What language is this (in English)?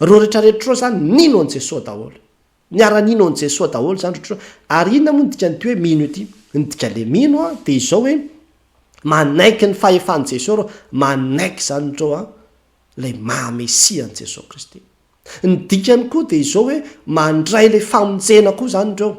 Malagasy